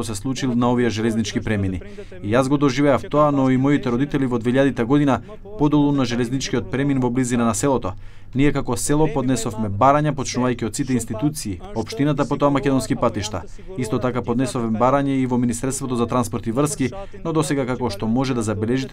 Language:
Macedonian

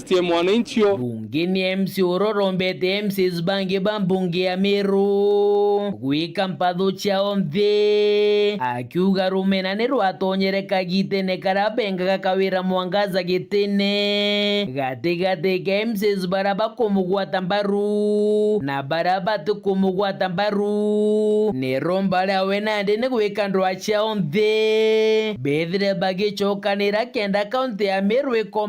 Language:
Meru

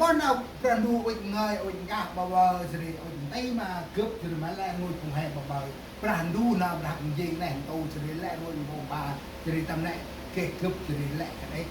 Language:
Central Mnong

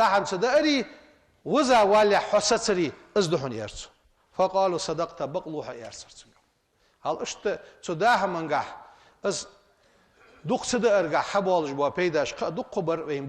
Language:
Ingush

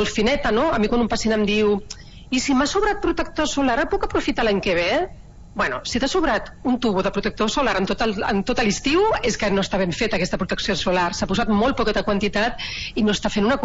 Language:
Catalan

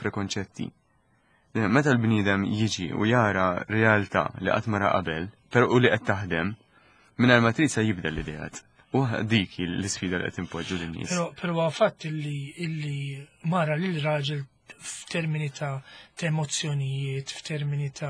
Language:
Maltese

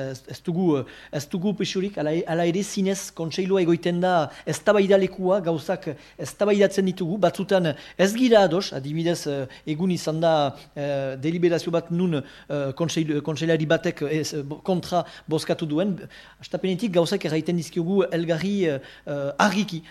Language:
Basque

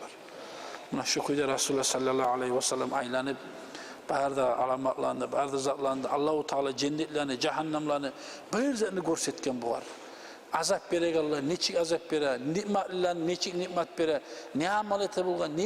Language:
Kumyk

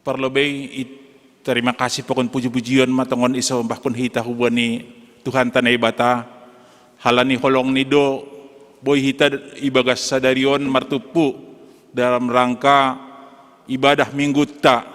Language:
Batak Simalungun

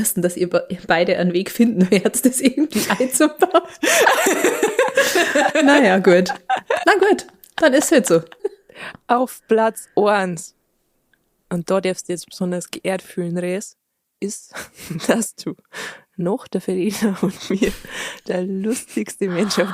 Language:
Bavarian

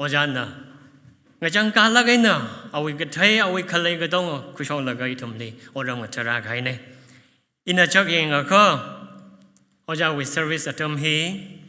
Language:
Tangkhul Naga (India)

